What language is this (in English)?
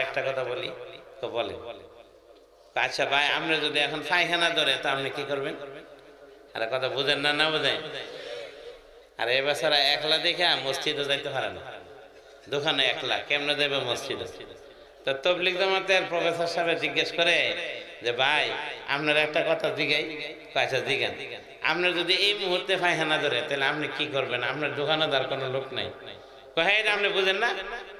Bangla